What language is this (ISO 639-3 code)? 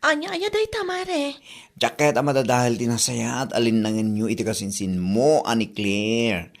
ilo